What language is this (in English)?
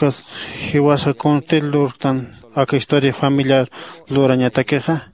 Aymara